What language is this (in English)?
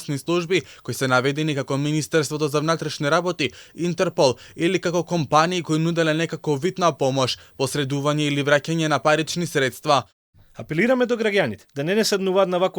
Macedonian